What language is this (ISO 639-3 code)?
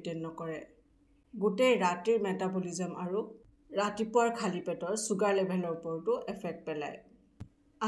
asm